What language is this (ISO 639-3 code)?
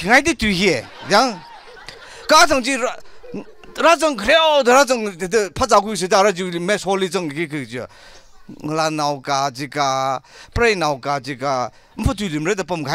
nmf